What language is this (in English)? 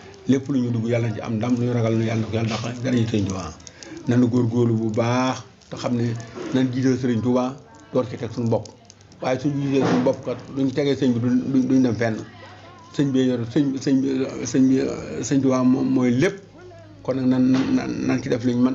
Wolof